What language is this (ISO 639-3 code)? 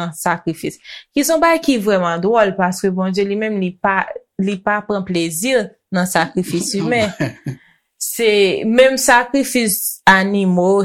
hat